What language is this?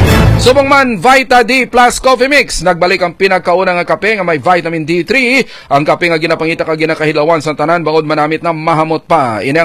Hiligaynon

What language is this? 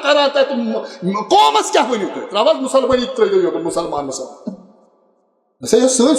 Kashmiri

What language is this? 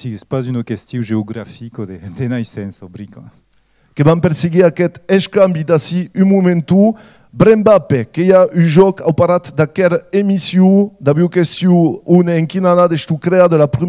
Occitan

